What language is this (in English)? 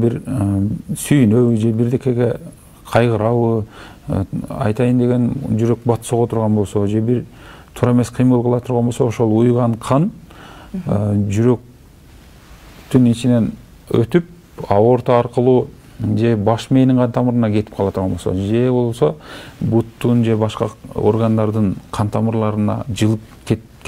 Kyrgyz